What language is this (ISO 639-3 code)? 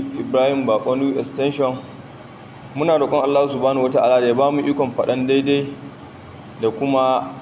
hau